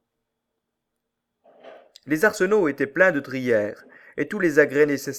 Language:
French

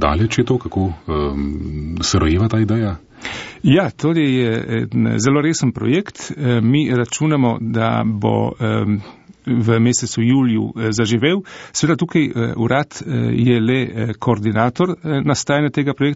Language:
Slovenian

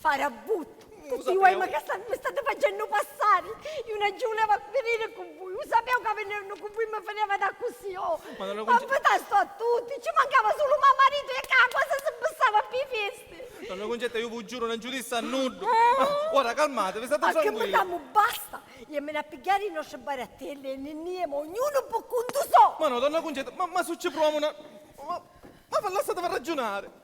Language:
Sicilian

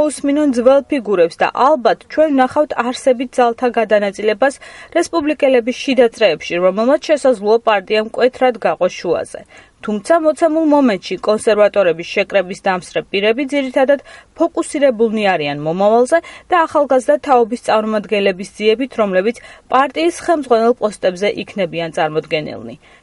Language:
Georgian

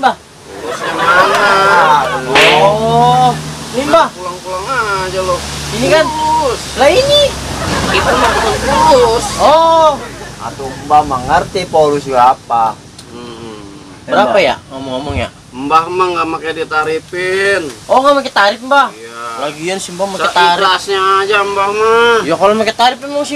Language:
Betawi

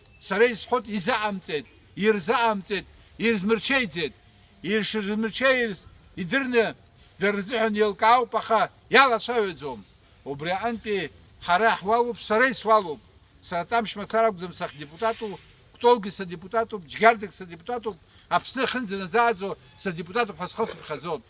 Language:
Abkhazian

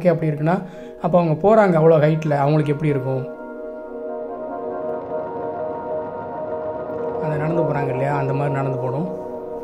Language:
Tamil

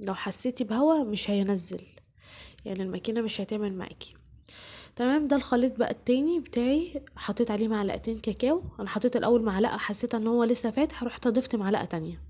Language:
Egyptian Arabic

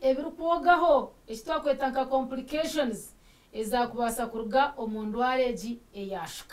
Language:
Nyankole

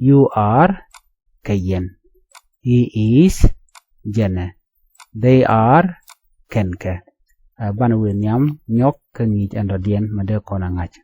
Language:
Nuer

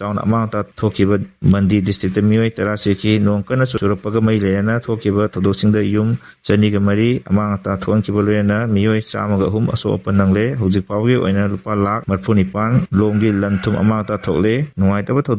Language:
Manipuri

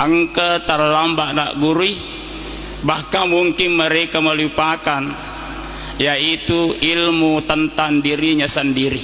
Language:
Buginese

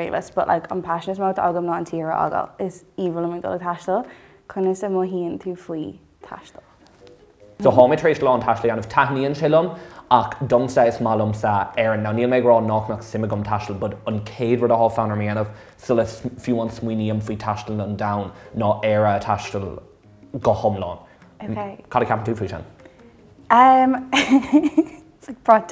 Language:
Irish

